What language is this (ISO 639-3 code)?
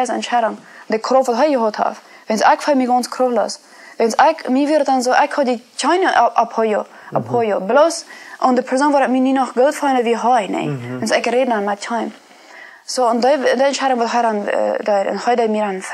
pdt